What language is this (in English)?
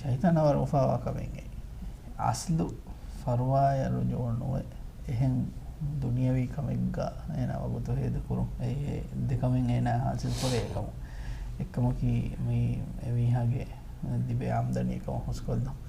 Divehi